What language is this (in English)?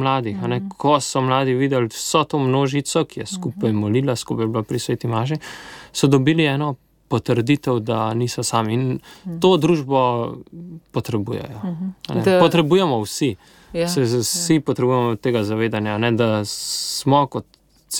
Slovenian